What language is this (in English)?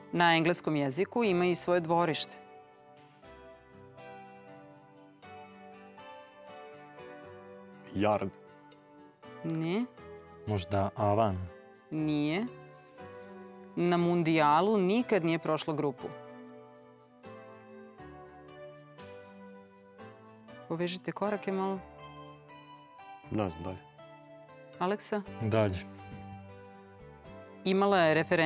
Serbian